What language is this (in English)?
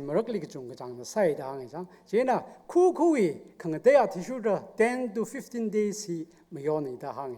Tangkhul Naga (India)